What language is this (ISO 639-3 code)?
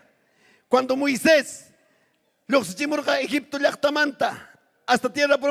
quy